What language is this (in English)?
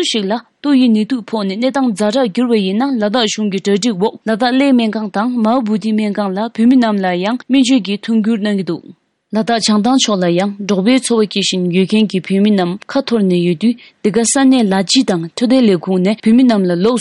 Tibetan